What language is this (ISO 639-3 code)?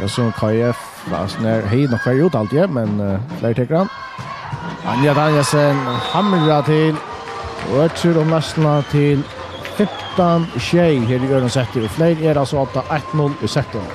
fao